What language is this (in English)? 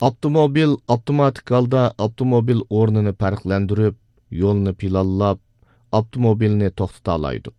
Uyghur